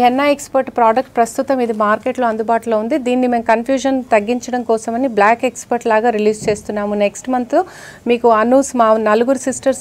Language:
Telugu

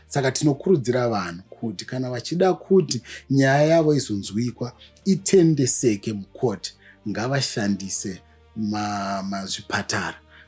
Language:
Shona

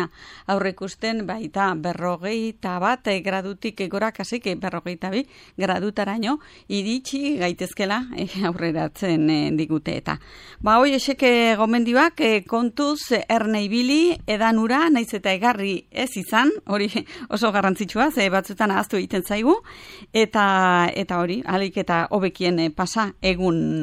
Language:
Basque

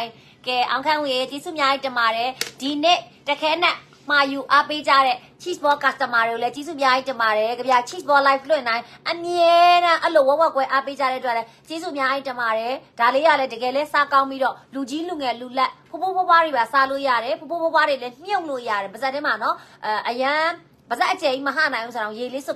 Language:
Burmese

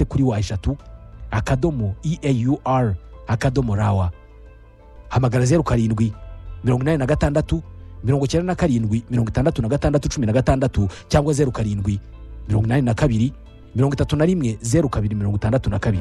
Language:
Kinyarwanda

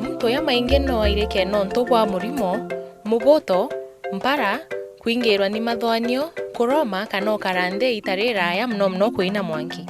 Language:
Meru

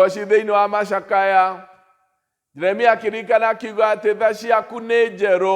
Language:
Kikuyu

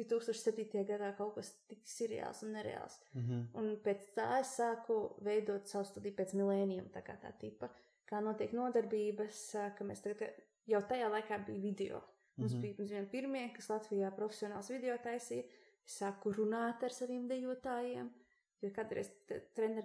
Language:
Latvian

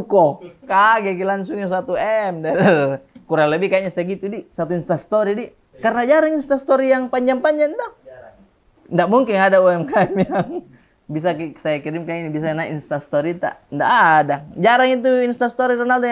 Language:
Makassar Malay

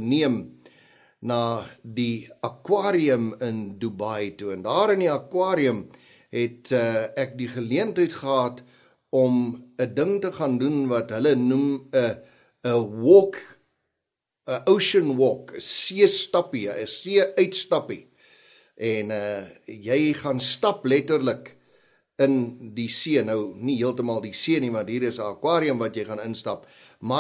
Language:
Afrikaans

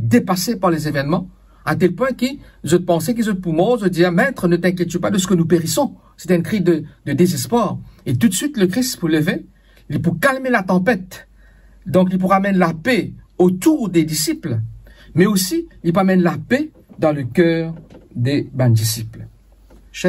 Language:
Morisyen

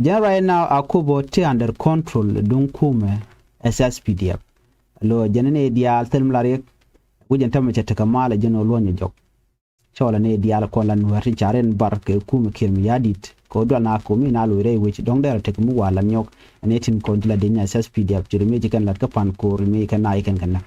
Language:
Nuer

